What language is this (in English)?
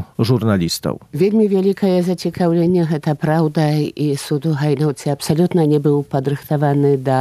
Belarusian